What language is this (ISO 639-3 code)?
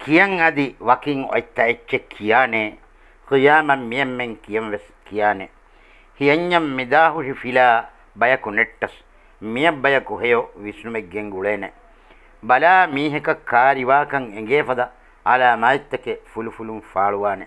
div